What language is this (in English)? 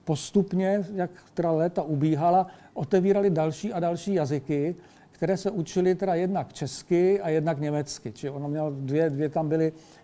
Czech